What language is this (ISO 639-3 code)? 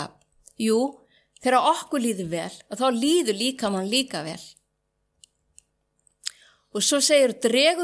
isl